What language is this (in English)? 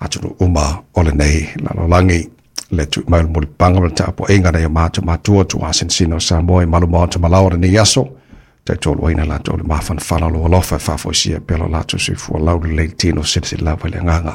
Samoan